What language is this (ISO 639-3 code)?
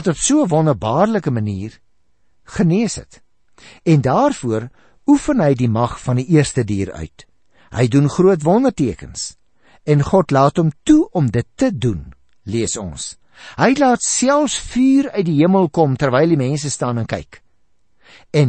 afr